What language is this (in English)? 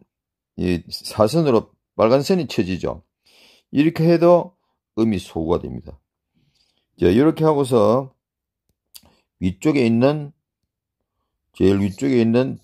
Korean